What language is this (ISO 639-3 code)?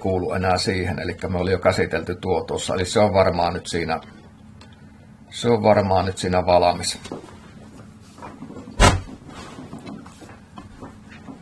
fin